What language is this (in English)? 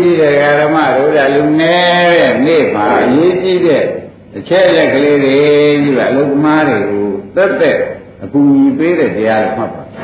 Burmese